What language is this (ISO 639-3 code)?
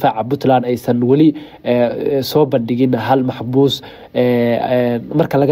som